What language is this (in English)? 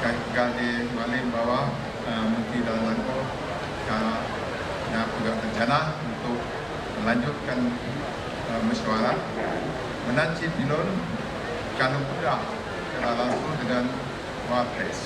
Achinese